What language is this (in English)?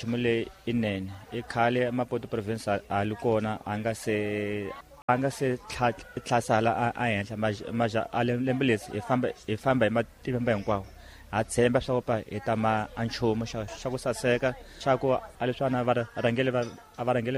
Tsonga